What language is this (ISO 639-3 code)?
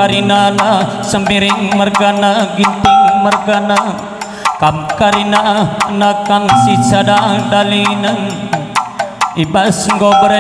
btx